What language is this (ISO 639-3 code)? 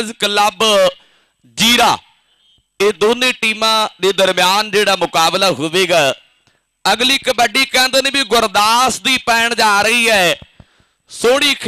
pan